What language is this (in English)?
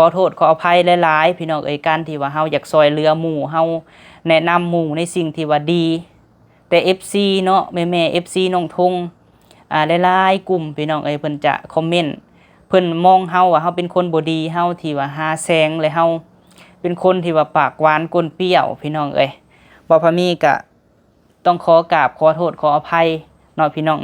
Lao